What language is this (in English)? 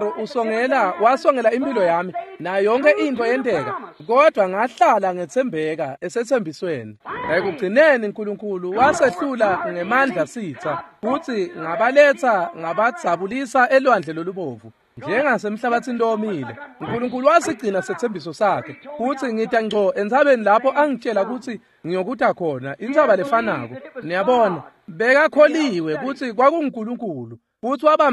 Swati